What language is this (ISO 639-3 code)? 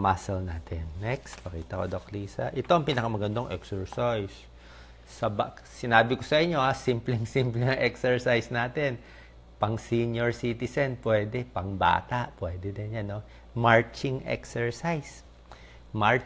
fil